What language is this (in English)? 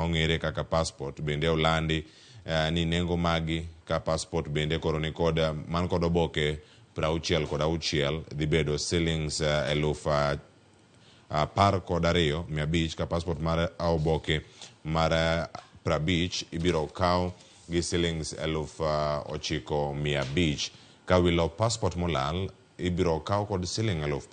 Luo (Kenya and Tanzania)